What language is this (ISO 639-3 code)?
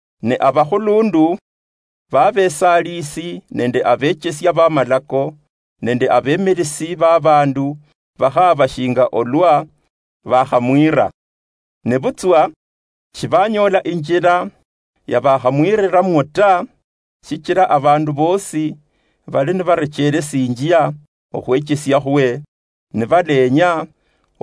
luy